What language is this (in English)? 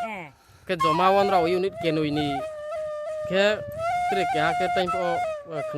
Riang (India)